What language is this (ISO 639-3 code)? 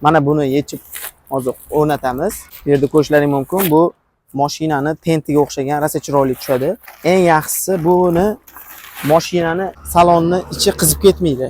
uzb